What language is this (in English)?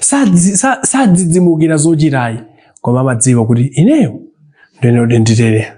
Nyanja